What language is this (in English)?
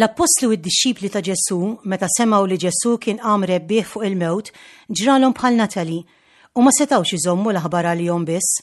Maltese